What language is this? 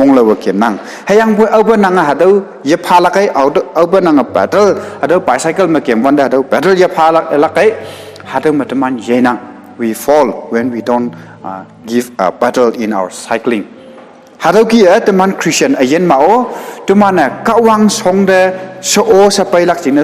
Konyak Naga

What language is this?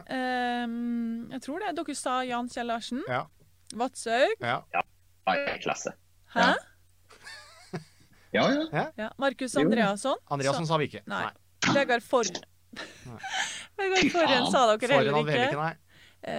Norwegian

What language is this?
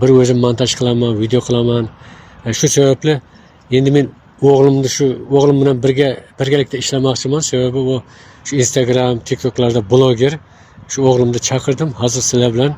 Uzbek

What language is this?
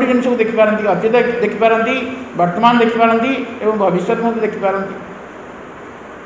Odia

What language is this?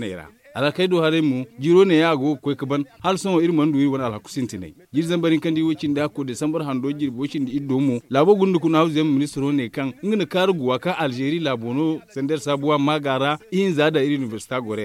Zarma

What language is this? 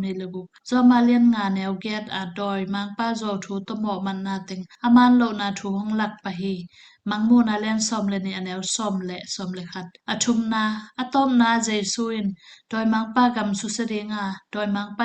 Tedim Chin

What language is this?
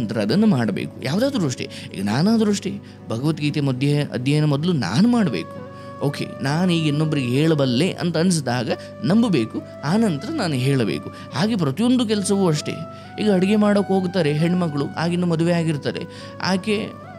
Kannada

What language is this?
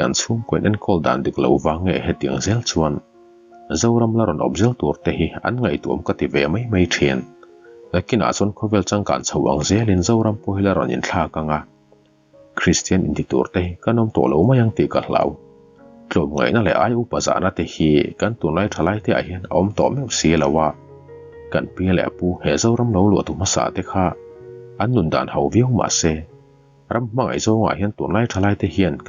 Mizo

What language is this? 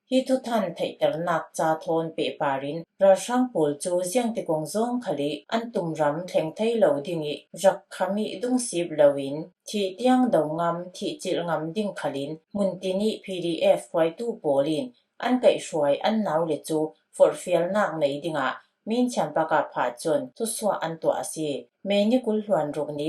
Falam Chin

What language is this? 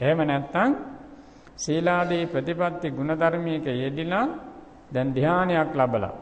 Sinhala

